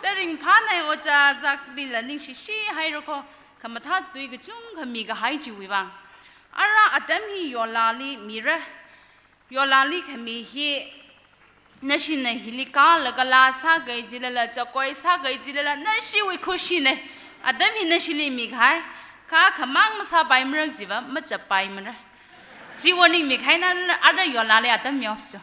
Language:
Tangkhul Naga (India)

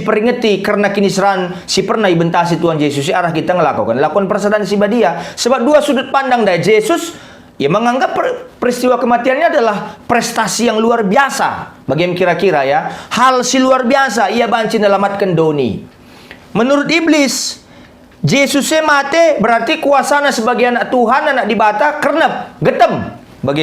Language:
Batak Karo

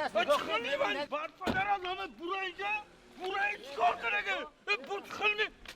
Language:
Tajik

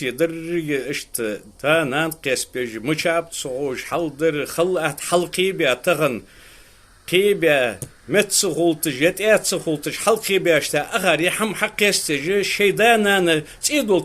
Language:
Ingush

